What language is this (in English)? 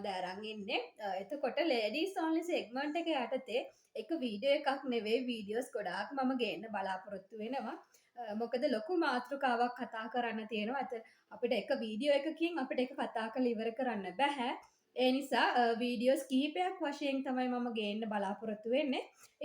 Sinhala